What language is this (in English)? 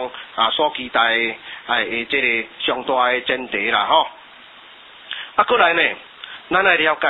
Min Nan Chinese